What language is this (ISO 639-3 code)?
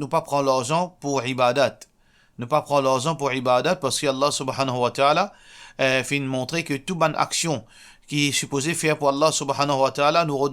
mfe